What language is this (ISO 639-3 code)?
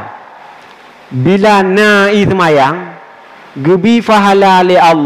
ace